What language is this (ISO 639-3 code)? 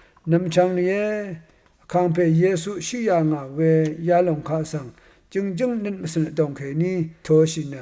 raw